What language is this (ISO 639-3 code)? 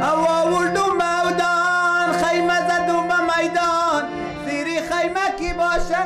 fas